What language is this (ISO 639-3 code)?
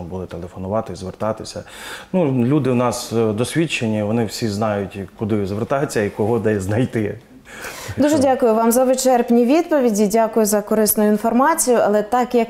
ukr